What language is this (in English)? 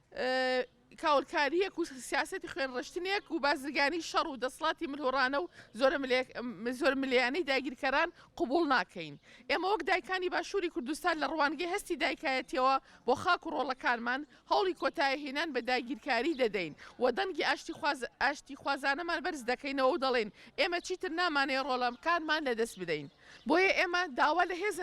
Central Kurdish